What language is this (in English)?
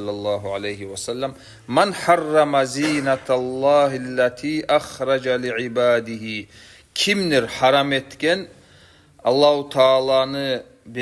Kumyk